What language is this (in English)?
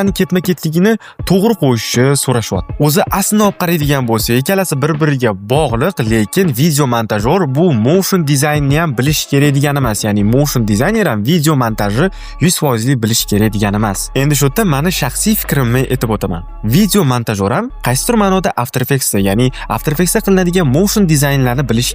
Uzbek